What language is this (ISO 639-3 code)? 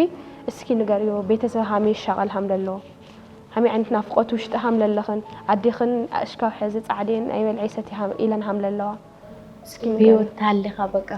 tir